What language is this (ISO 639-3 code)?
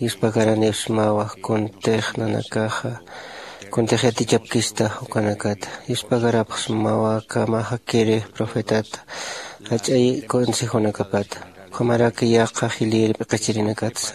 aym